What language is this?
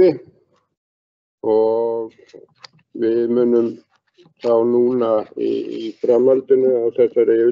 Icelandic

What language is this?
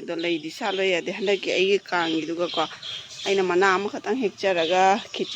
Manipuri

